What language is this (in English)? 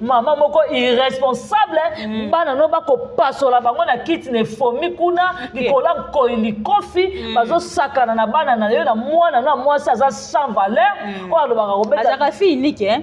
Lingala